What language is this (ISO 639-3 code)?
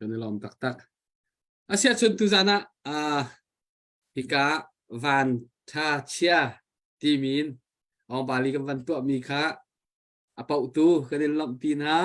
cnh